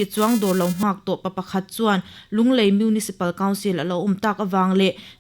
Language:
Mizo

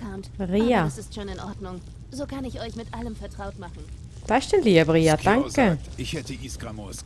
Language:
Swiss German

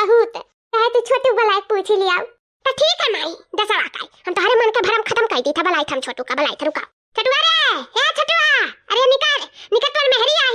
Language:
Awadhi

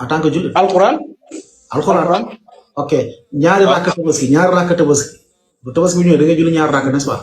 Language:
Wolof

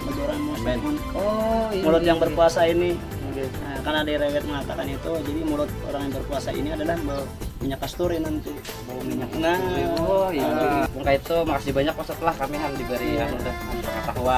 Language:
Banjar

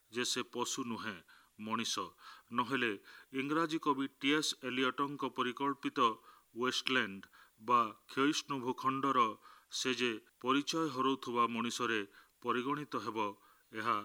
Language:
Odia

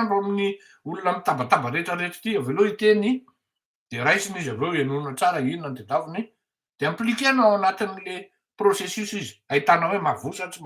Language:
Malagasy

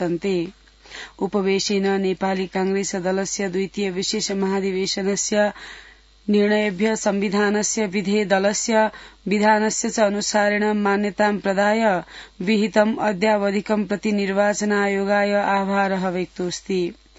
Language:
Sanskrit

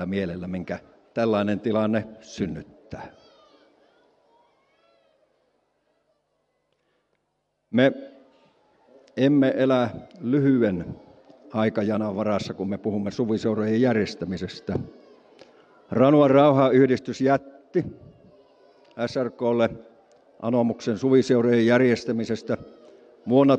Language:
Finnish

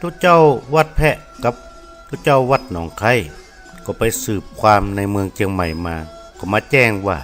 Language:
Northern Thai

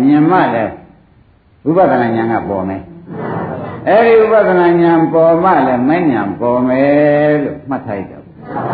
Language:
Burmese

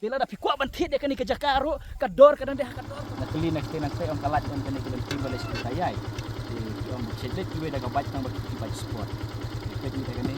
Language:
Khasi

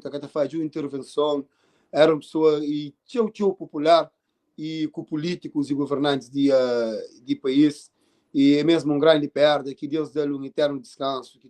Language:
Kabuverdianu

